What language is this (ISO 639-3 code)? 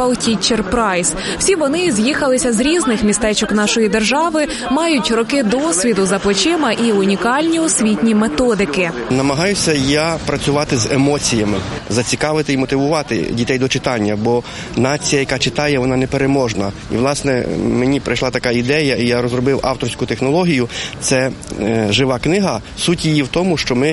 ukr